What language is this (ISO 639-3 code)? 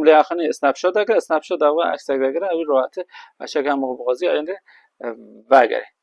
kur